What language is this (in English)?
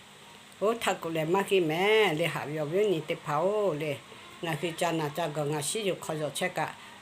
Lahu